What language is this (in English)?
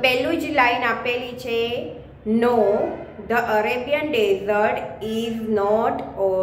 Gujarati